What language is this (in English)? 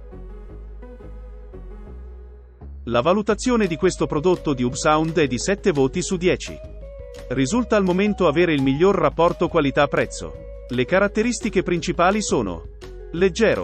Italian